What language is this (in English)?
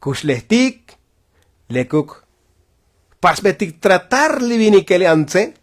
Tzotzil